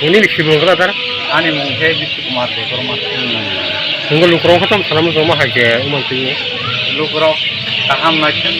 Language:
Kok Borok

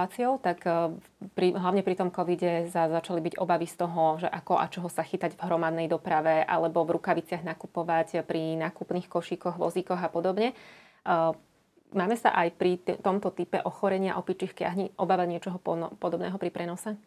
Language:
Slovak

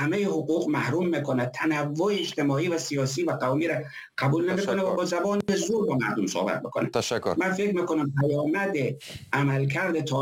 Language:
Persian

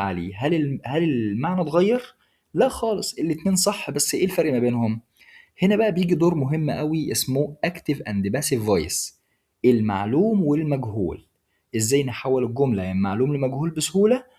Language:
Egyptian Arabic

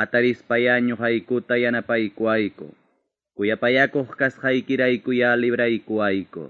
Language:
Ayacucho Quechua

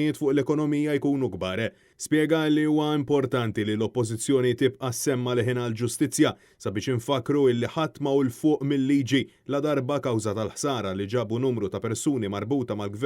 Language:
Maltese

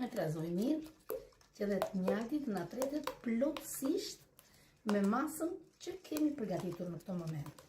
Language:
Albanian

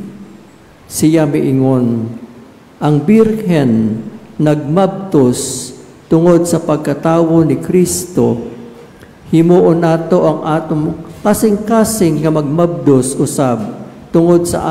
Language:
Cebuano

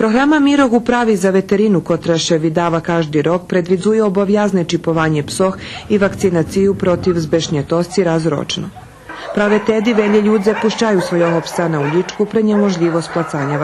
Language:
Rusyn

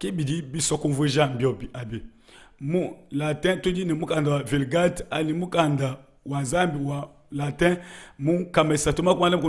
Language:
Luba-Lulua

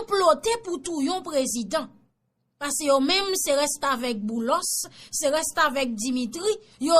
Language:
Haitian Creole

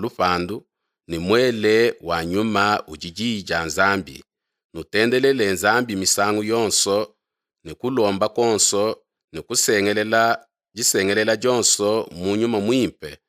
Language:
Luba-Lulua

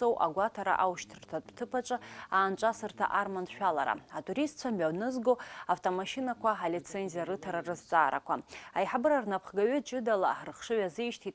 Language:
Abkhazian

